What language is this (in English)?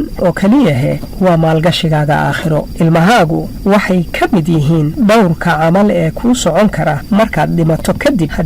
Somali